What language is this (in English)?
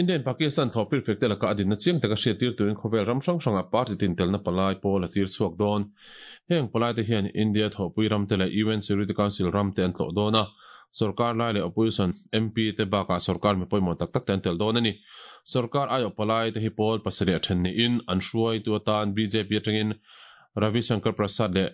Mizo